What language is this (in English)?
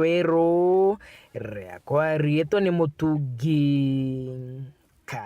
Meru